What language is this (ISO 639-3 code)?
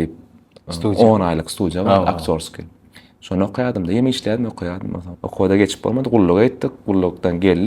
tuk